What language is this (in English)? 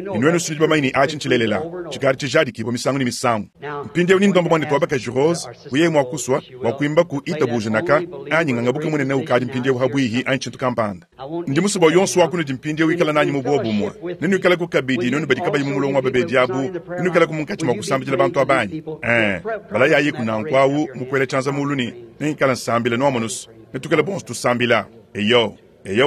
Luba-Lulua